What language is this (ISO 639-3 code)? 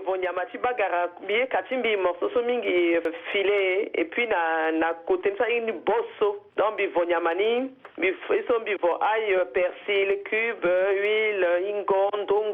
sag